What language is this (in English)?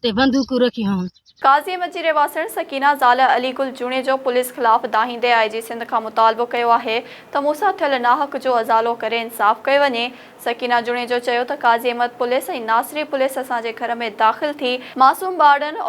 Sindhi